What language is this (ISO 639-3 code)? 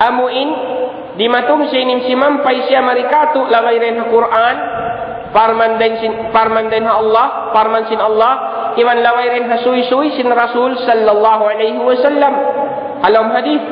tsg